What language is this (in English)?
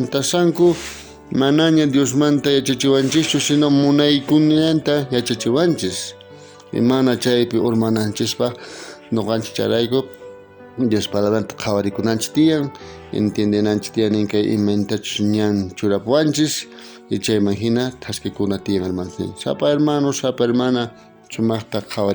South Bolivian Quechua